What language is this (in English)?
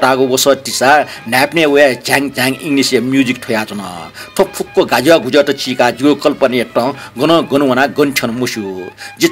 Newari